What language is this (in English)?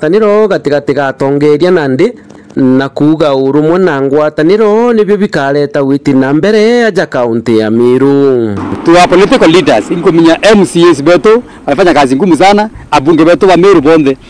Meru